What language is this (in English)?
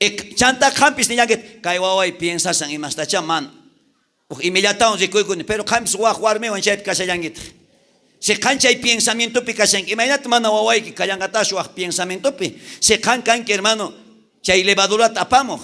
South Bolivian Quechua